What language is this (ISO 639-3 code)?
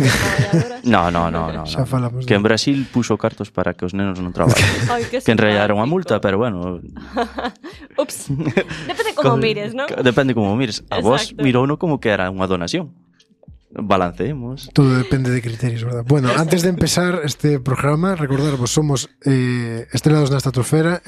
glg